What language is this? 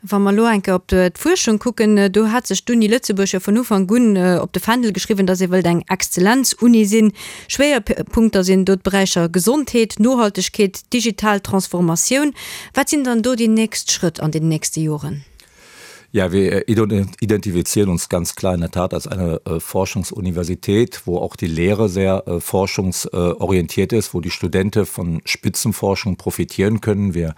Luxembourgish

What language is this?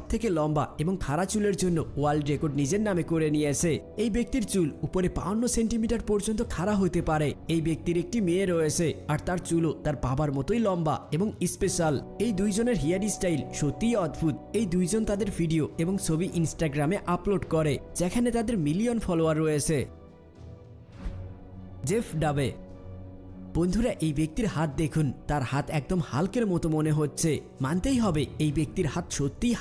Bangla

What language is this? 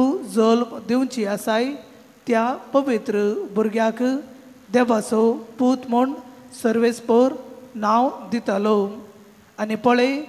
Konkani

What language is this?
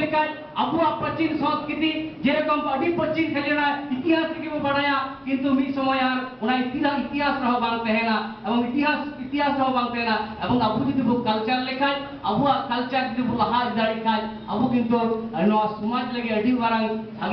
Santali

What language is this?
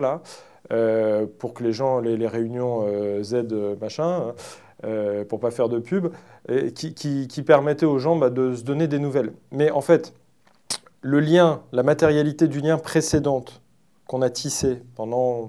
French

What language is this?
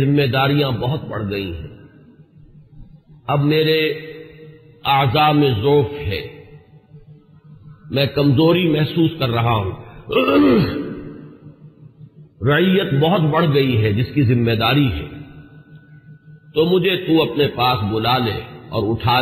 Urdu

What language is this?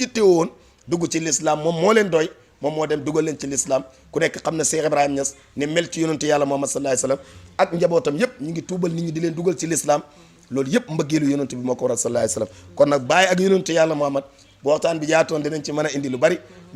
Wolof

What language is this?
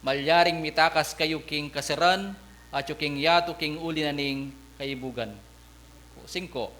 Pampanga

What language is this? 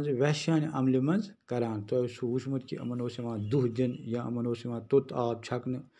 Kashmiri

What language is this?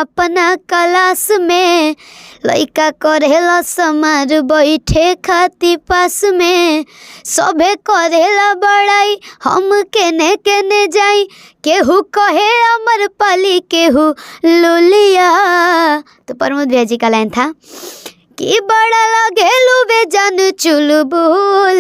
Bhojpuri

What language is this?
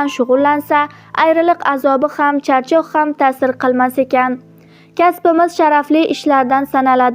Uzbek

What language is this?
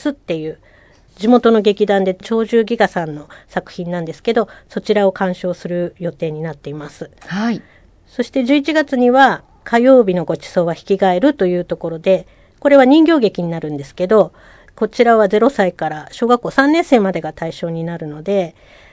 Japanese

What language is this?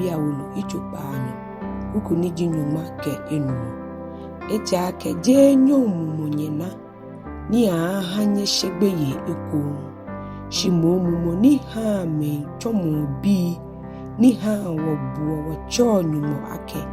Ga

